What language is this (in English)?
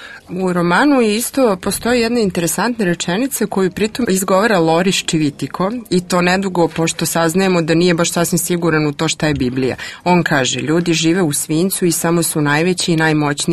Serbian